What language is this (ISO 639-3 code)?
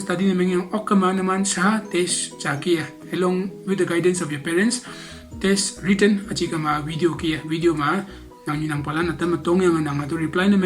nbe